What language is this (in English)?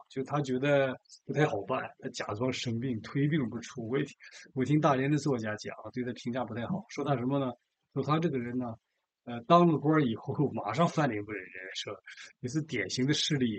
Chinese